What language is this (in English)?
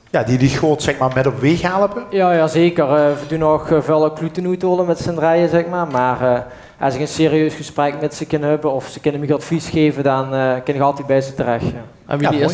Limburgish